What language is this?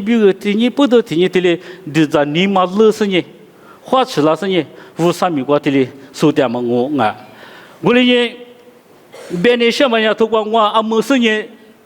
Lisu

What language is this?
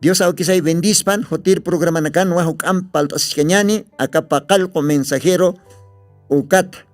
Aymara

